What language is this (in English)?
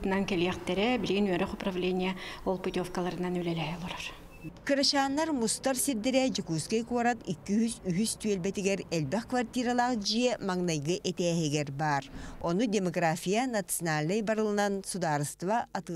Yakut